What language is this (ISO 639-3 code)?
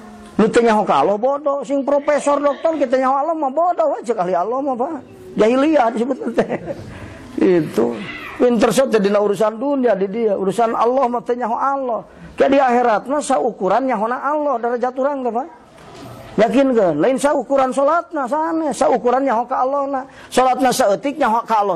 sun